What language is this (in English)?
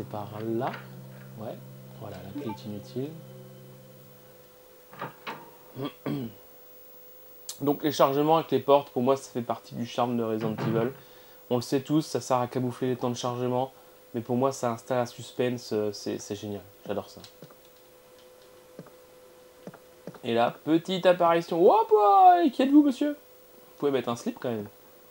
French